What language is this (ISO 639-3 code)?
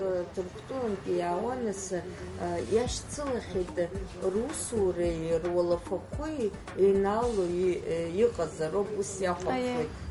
abk